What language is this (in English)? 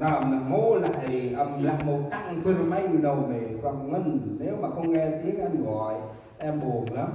Central Mnong